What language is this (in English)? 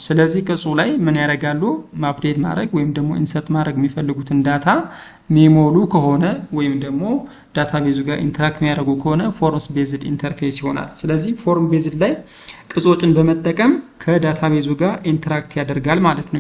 Amharic